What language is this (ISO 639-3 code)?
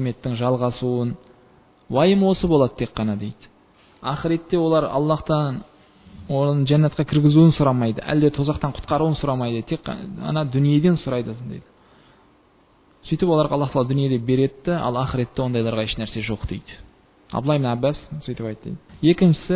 kaz